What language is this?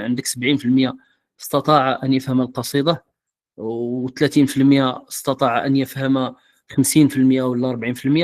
Moroccan Arabic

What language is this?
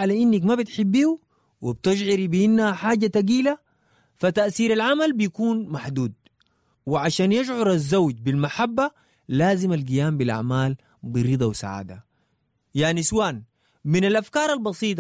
Sudanese Arabic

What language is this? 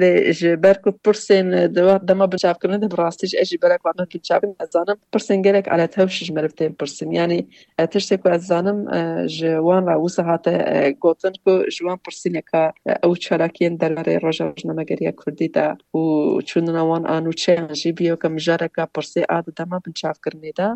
Kurdish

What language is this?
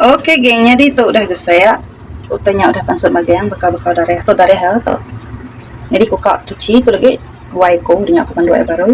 Iban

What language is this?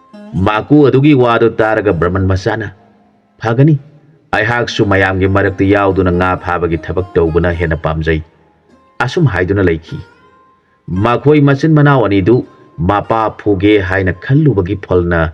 Manipuri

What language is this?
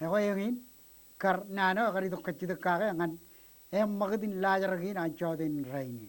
Marshallese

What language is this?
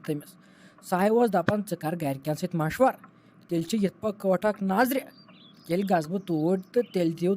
Kashmiri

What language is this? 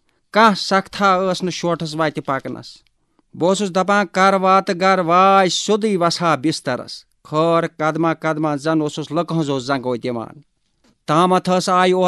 Kashmiri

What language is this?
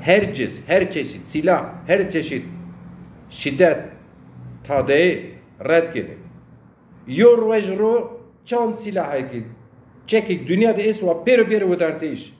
Zaza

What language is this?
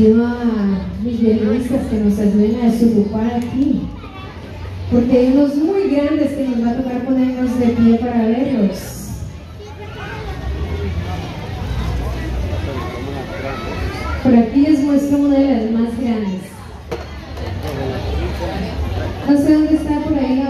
Spanish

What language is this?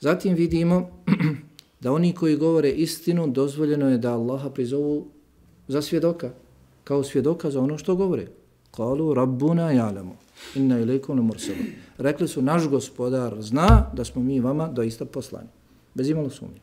Bosnian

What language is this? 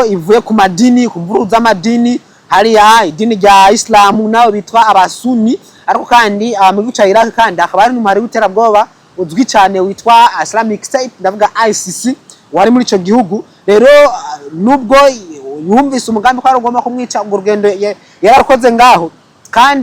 Rundi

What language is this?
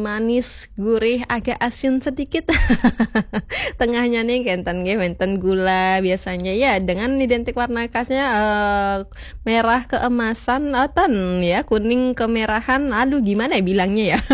Balinese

